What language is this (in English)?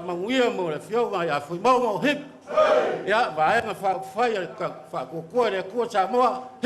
Samoan